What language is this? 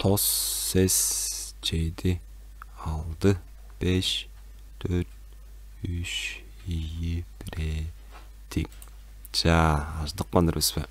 Tuvinian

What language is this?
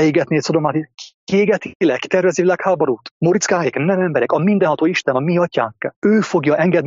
Hungarian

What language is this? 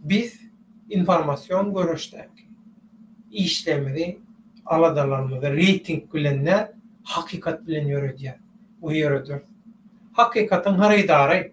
Turkmen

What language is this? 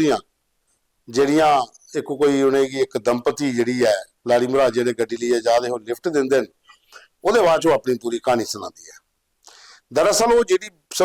Dogri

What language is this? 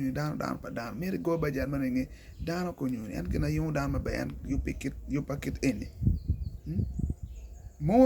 Acoli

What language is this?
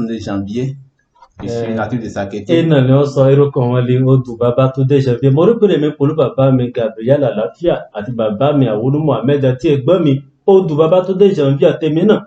Yoruba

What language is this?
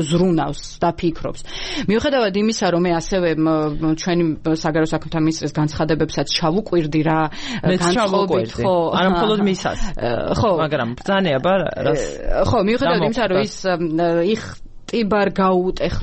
Georgian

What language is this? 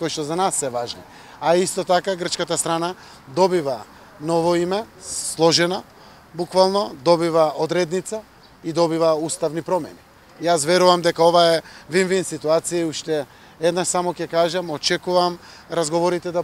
Macedonian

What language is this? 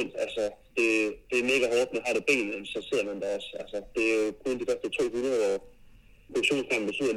Danish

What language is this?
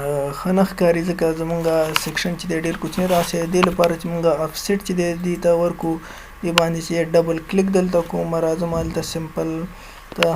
Pashto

